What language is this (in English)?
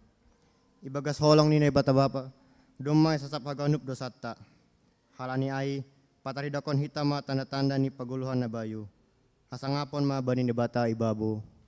Batak Simalungun